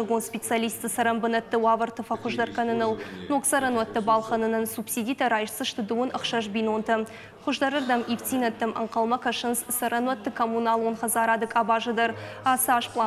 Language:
Ossetic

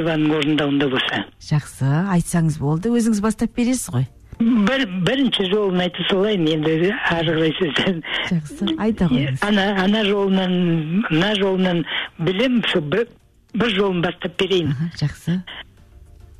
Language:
Kazakh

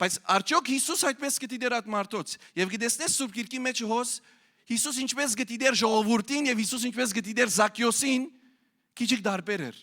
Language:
Western Armenian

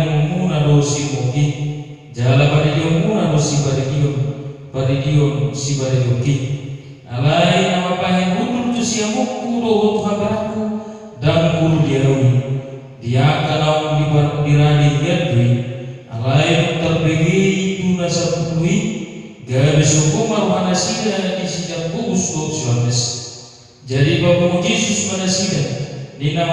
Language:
Batak Toba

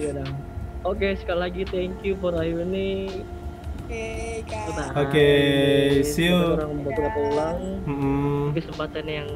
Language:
Manado Malay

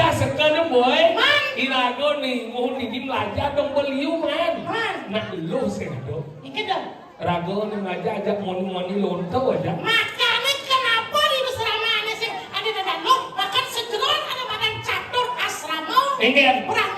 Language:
Balinese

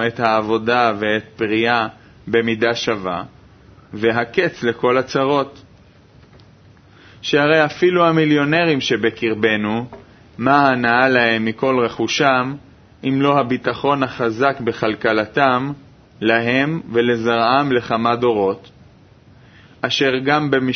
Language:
Hebrew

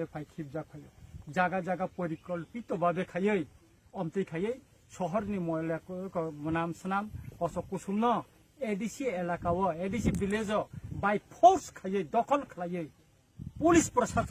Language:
Kok Borok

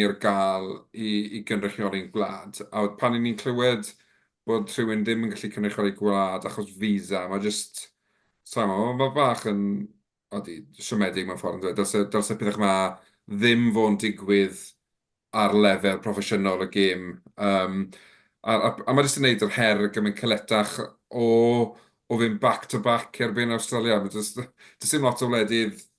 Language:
Welsh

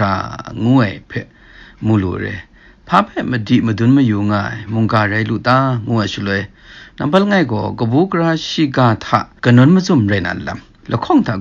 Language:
Kachin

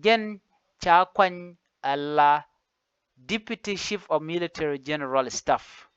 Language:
Nuer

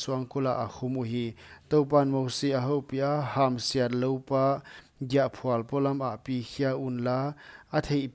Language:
Paite Chin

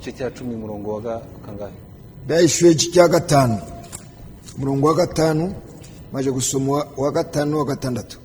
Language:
Kinyarwanda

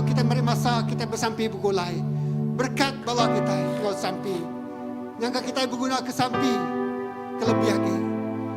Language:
Iban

